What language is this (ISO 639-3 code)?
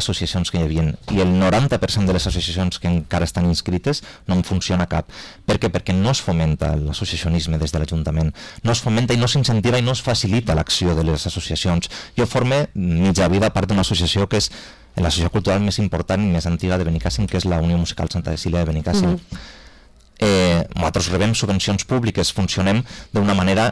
cat